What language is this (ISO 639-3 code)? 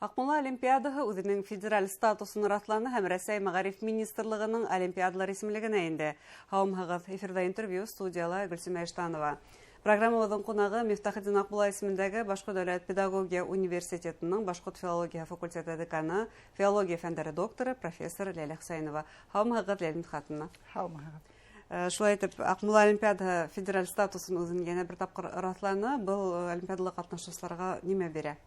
bak